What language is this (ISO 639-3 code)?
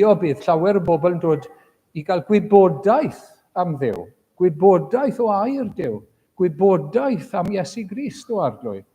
cym